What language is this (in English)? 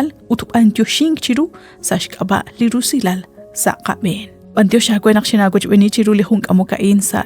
Kekchí